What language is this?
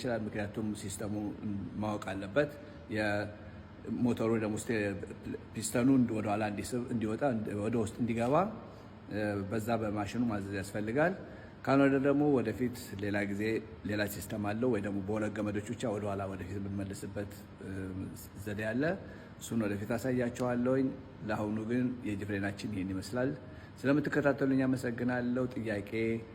Amharic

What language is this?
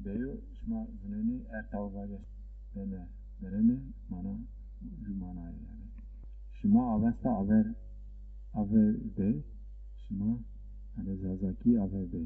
Zaza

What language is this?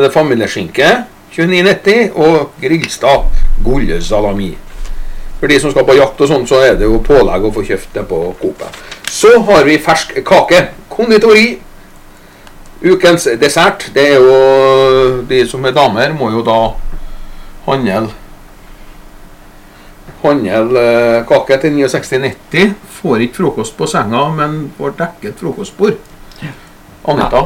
Norwegian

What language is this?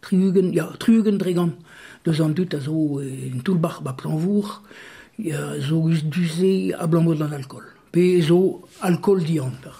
Breton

